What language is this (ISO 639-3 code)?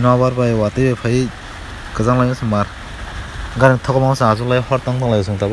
trp